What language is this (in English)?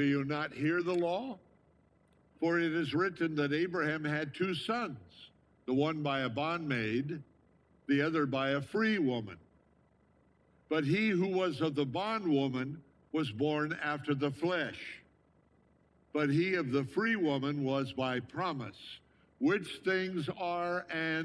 English